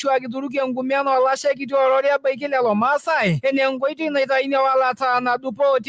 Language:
Masai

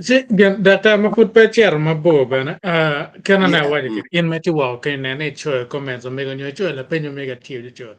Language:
Acoli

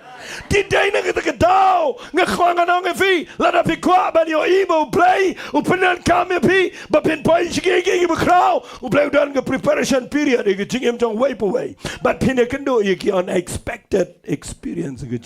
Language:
Khasi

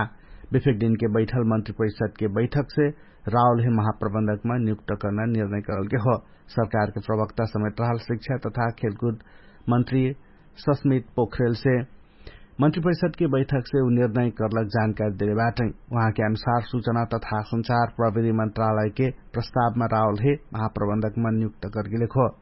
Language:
Dangaura Tharu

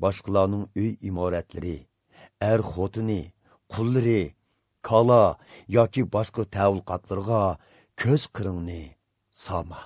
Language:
Uyghur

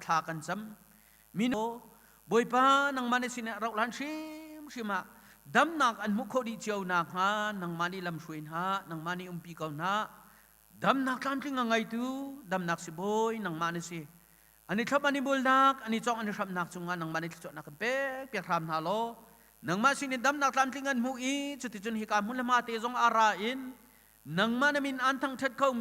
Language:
Hakha Chin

